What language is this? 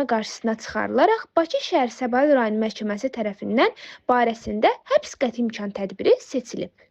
Azerbaijani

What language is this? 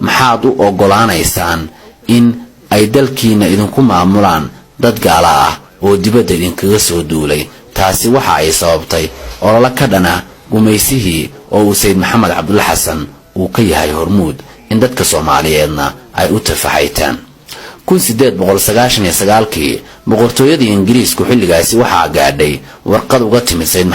Somali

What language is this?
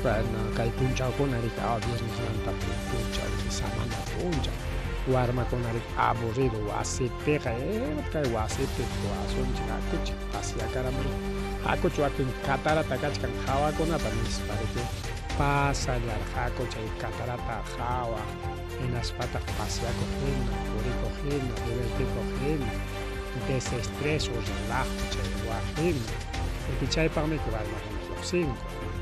Ayacucho Quechua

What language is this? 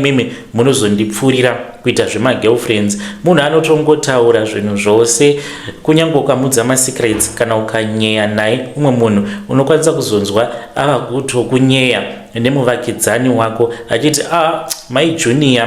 Shona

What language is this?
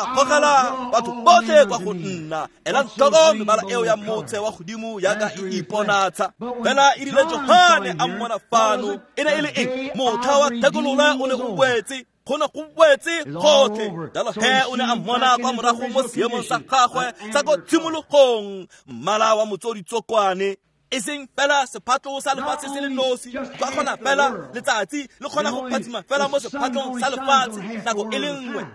Tswana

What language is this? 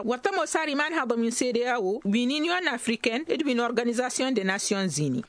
Tamasheq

